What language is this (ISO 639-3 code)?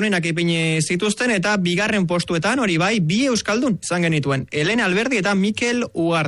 eus